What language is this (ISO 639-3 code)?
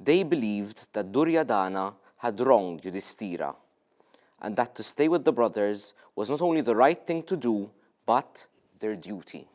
eng